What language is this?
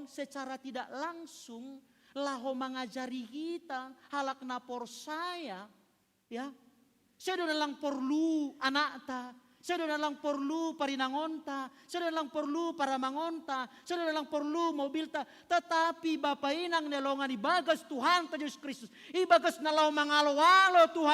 Batak Simalungun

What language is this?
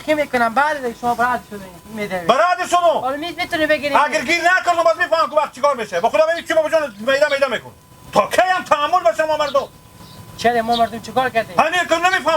Hazaragi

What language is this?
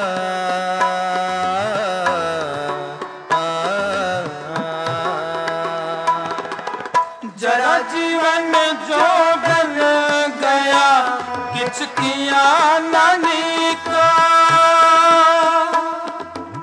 Hindi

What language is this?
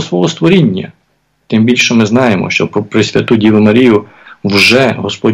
Ukrainian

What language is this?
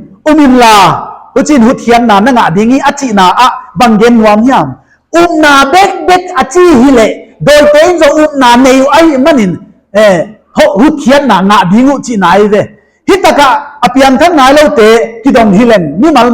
Paite Chin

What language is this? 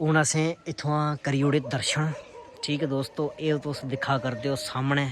Dogri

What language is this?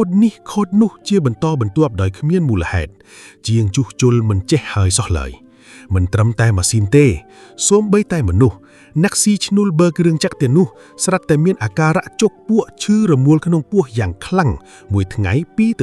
Khmer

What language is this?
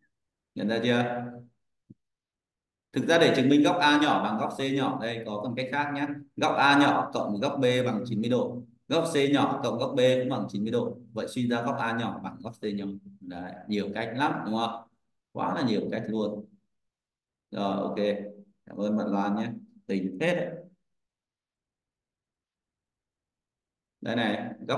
Vietnamese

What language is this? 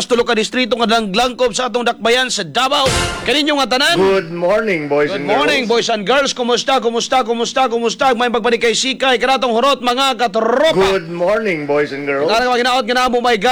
Cebuano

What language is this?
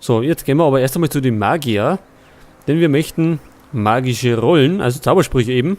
Bavarian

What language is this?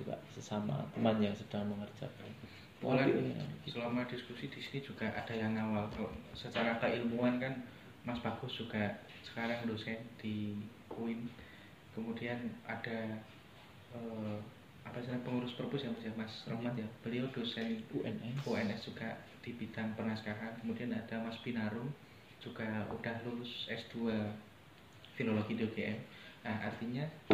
Indonesian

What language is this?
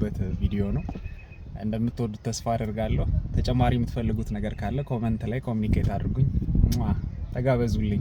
Amharic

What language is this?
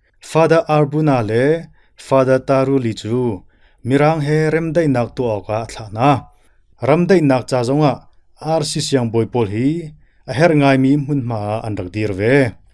Hakha Chin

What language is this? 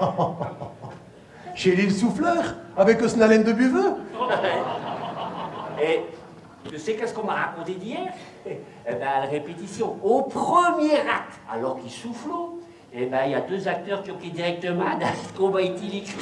Picard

